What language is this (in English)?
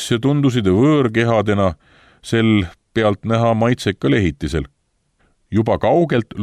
Estonian